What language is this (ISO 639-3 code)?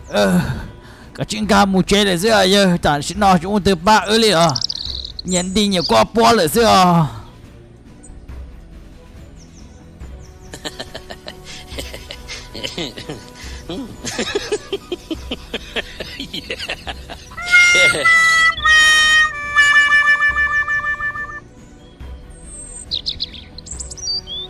vie